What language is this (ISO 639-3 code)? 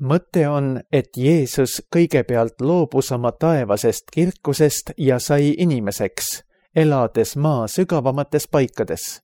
est